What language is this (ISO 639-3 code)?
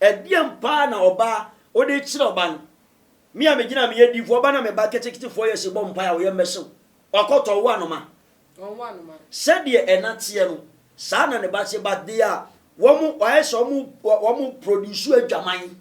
aka